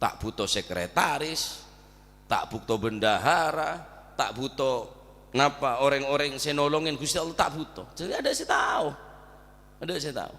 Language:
Madurese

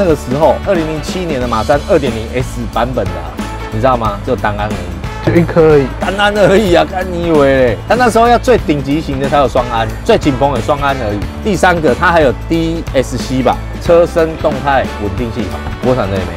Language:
Chinese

